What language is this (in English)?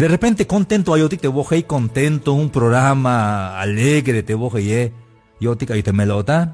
Tzeltal